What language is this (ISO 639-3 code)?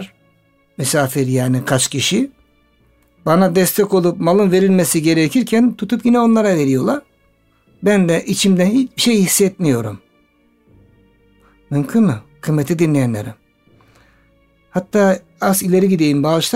tur